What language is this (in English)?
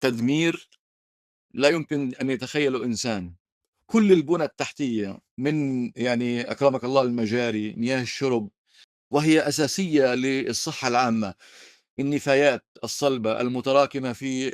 North Levantine Arabic